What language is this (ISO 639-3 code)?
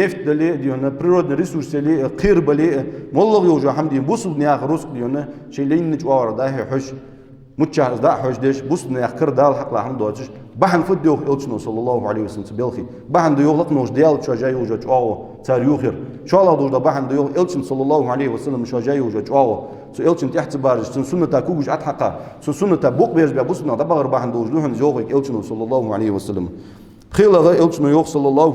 inh